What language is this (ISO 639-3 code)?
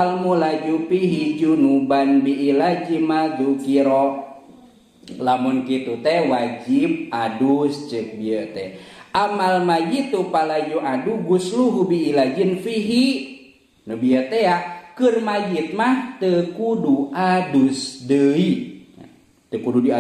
sun